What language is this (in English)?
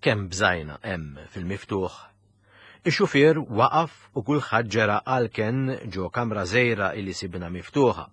Maltese